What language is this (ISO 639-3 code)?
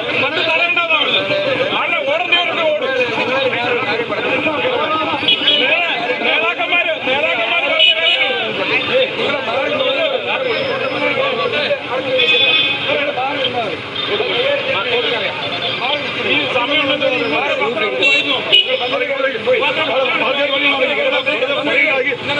mal